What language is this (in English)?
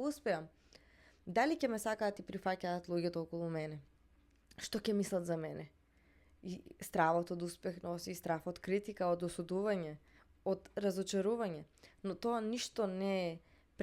Macedonian